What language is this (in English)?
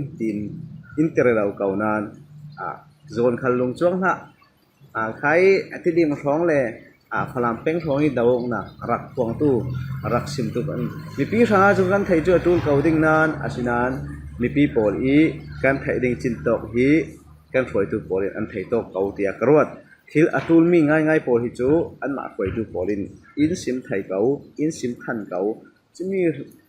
Falam Chin